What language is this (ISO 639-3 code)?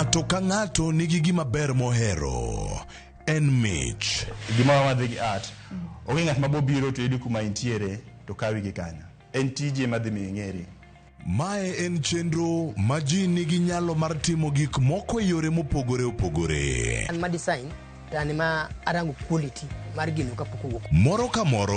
luo